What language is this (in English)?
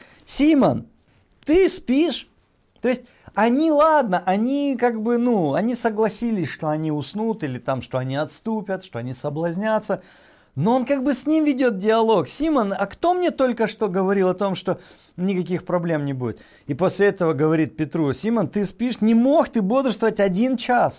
Russian